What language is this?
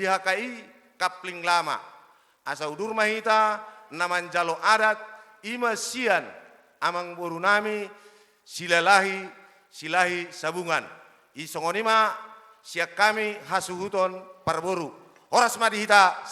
Batak Toba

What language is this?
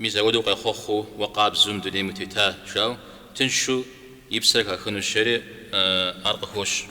Kabardian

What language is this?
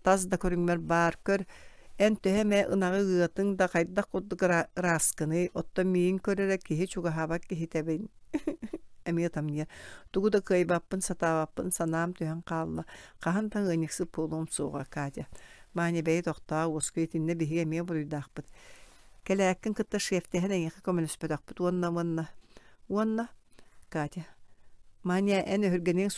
Yakut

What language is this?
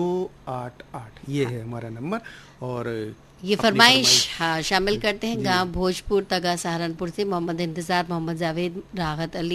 Hindi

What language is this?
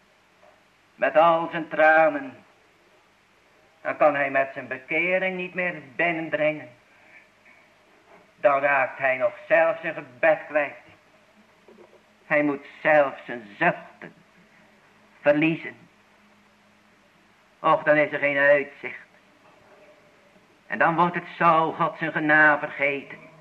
Dutch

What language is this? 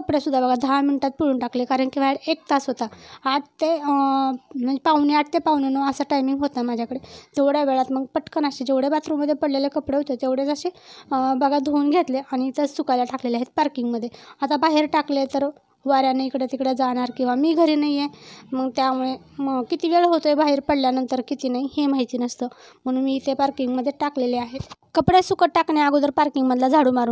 Marathi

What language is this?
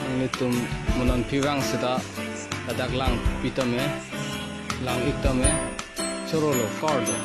Karbi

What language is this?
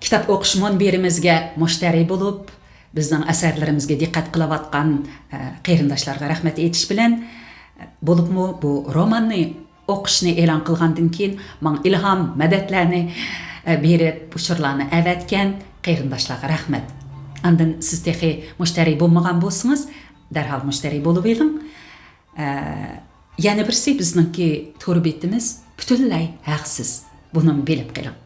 Uyghur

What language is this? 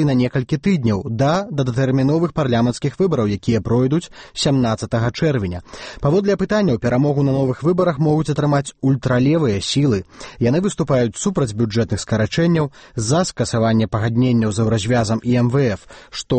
Belarusian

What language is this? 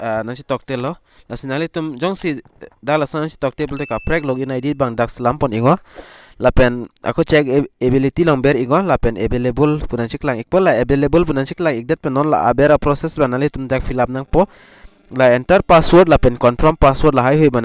Karbi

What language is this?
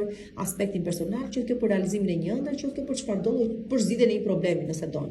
Albanian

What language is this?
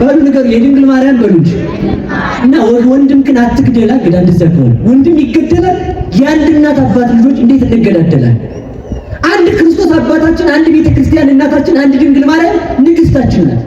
Amharic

